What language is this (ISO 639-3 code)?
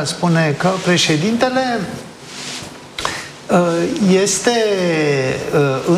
ron